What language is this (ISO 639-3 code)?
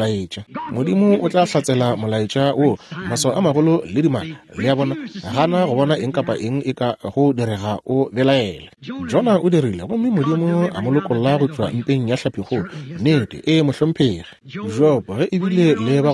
nso